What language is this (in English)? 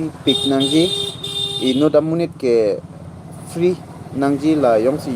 Karbi